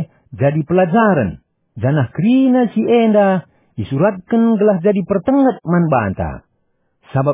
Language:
Batak Karo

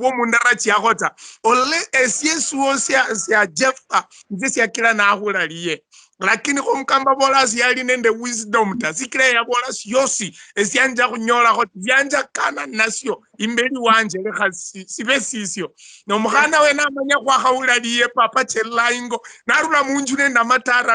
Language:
Luyia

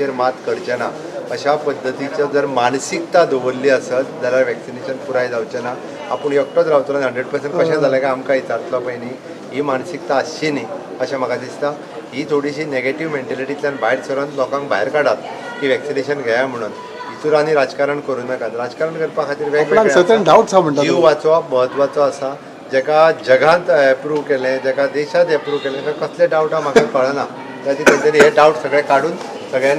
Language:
Konkani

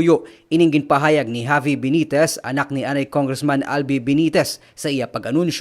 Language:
Hiligaynon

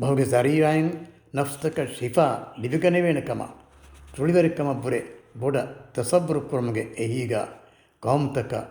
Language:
Divehi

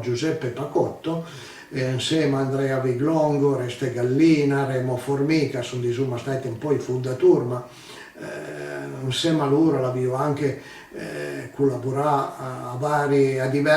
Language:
Piedmontese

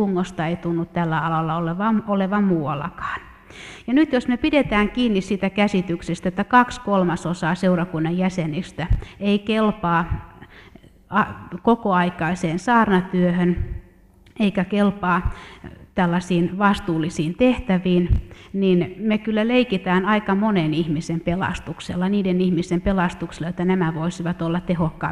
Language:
Finnish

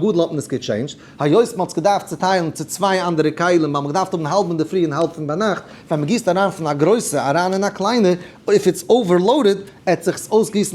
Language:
Yiddish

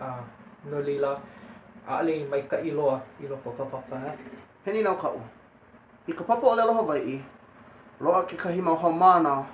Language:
Hawaiian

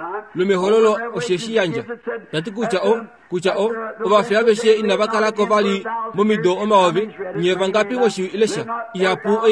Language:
Kuanyama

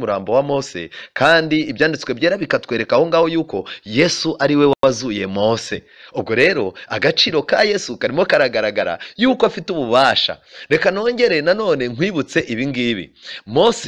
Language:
Kinyarwanda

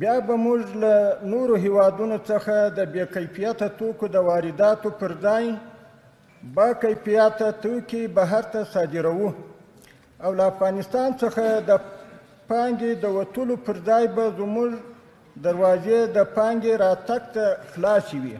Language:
Pashto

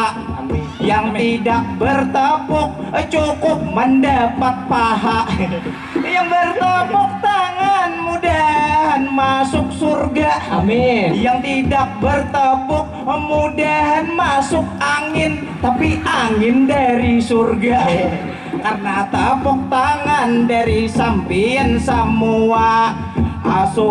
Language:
Banjar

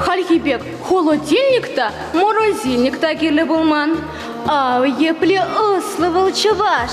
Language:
Chuvash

